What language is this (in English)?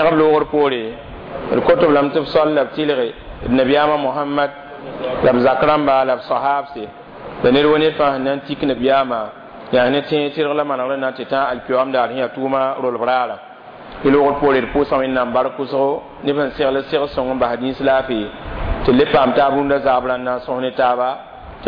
Mossi